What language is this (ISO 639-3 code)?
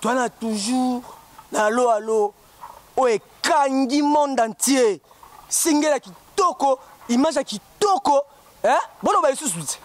lin